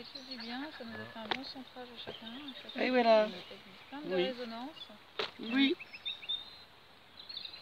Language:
French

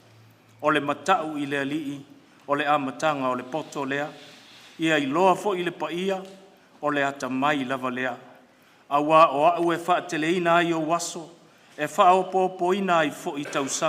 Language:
Samoan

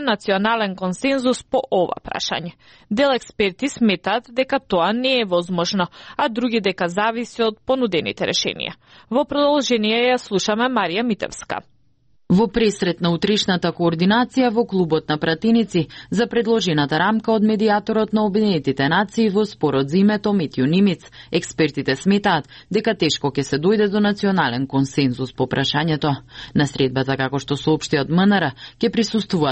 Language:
Macedonian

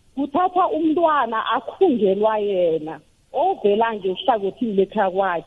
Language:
South Ndebele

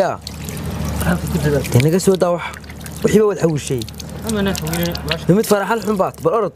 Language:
Somali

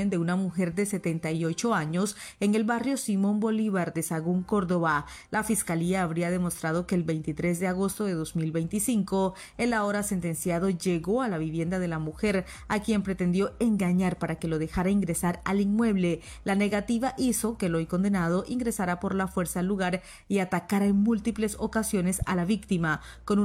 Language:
Spanish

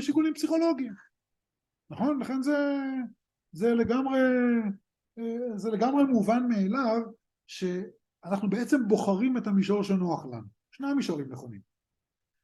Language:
Hebrew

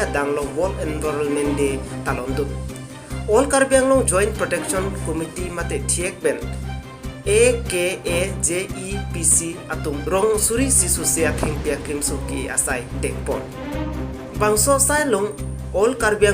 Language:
Karbi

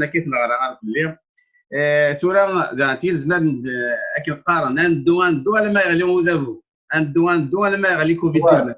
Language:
Kabyle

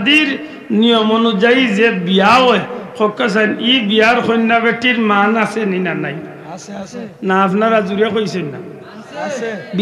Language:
Sylheti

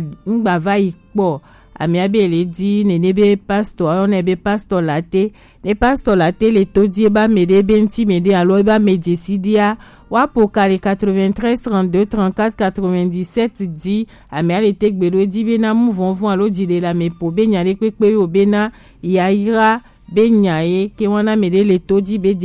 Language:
Gen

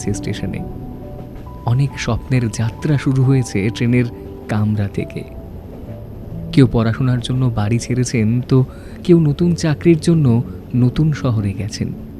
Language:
Bangla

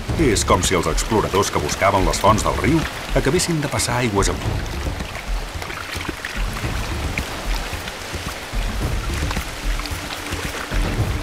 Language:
Catalan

